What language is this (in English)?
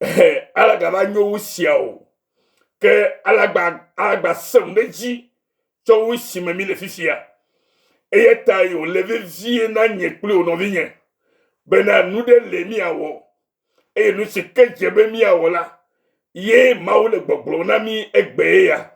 Ewe